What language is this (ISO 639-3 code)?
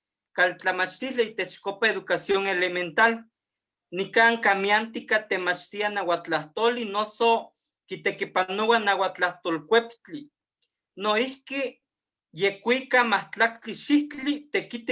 nhe